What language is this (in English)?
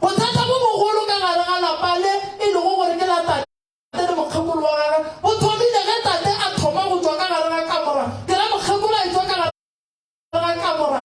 Northern Sotho